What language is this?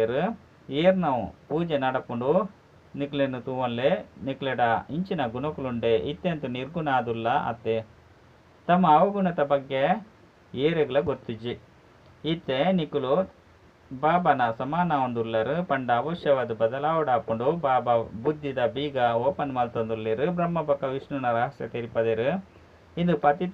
Tulu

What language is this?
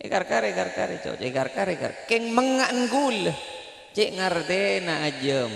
Madurese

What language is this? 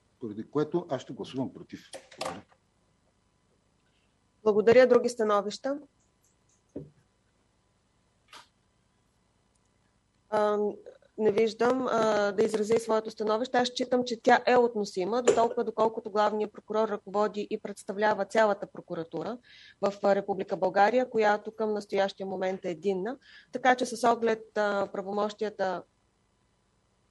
Bulgarian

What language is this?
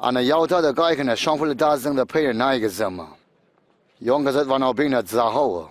Tangkhul Naga (India)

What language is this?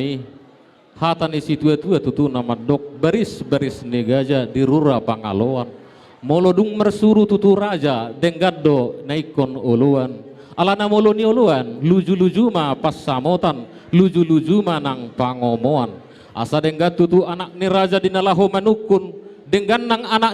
Batak Toba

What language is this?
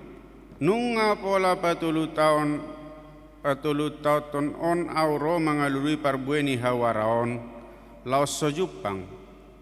Batak Toba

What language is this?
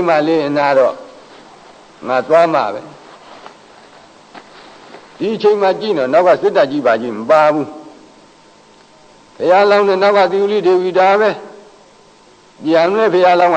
Burmese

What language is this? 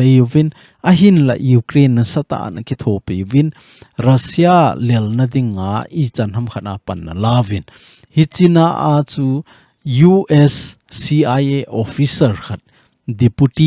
Thado Chin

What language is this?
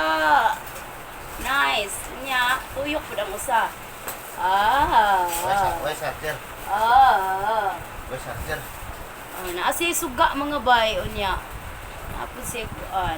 Cebuano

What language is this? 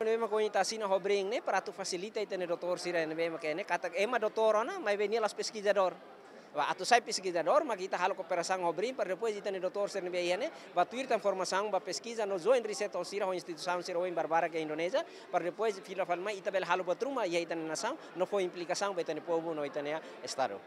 Tetum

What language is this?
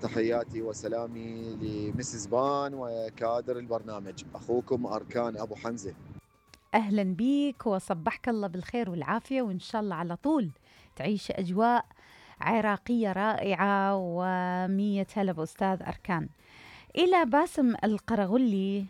Mesopotamian Arabic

